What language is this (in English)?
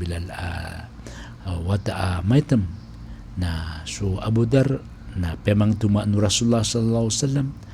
Maranao